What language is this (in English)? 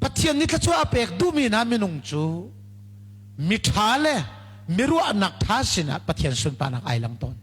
Hakha Chin